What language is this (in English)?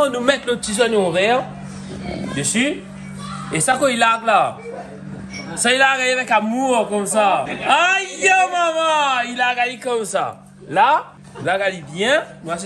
Réunion Creole French